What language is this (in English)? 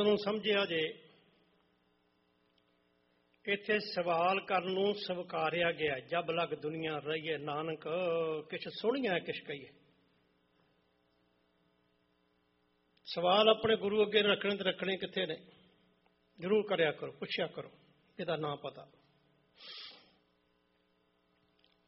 Punjabi